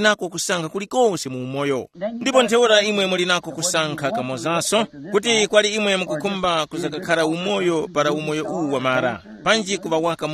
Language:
Tumbuka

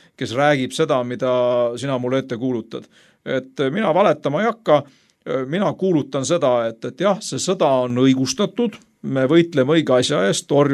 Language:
Estonian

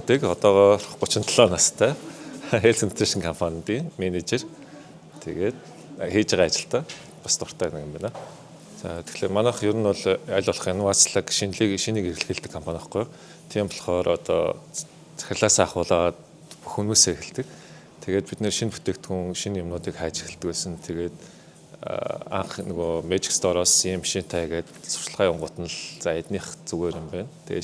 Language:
Mongolian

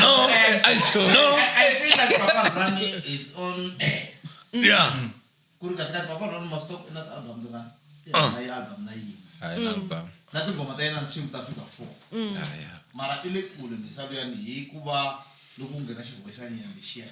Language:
Tsonga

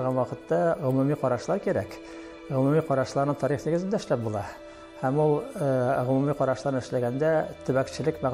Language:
Tatar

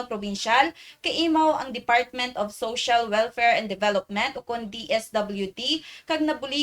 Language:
Kinaray-a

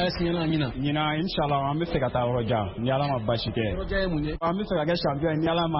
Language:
Bambara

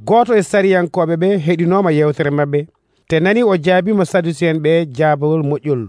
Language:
Nigerian Fulfulde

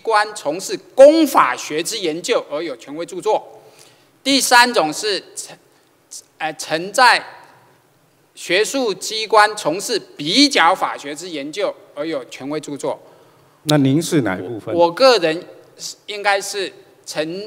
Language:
Chinese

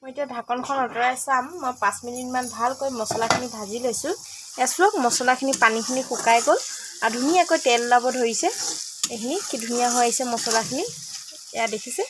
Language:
Assamese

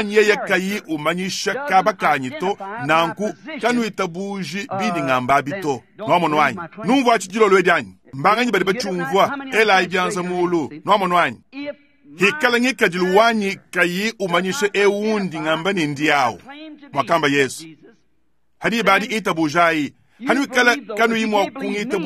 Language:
Luba-Lulua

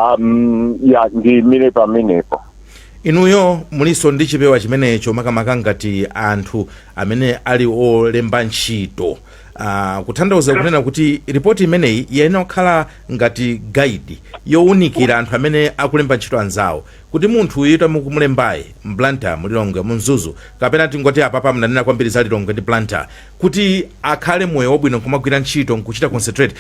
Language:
Nyanja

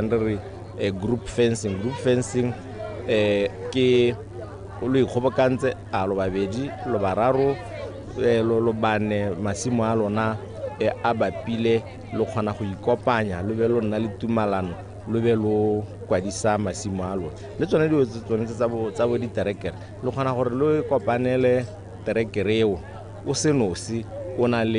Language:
Tswana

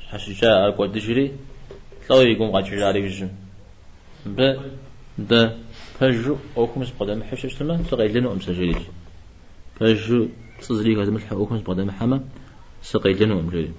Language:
Kabardian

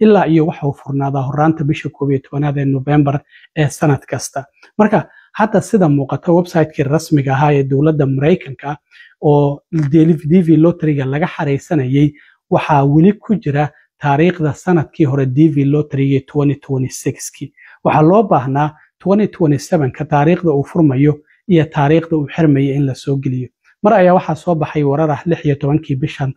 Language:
Somali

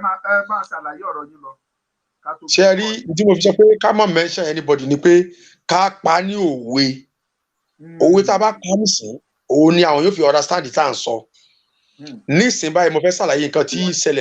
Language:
Yoruba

